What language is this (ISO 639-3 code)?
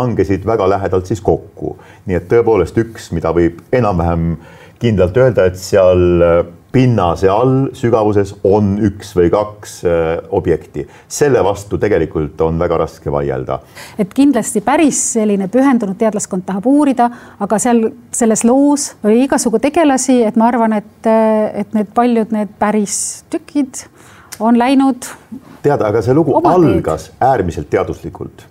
est